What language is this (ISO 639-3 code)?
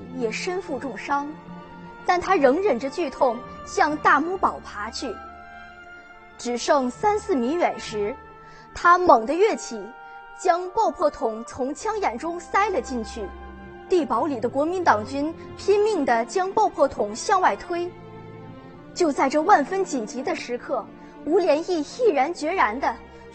zho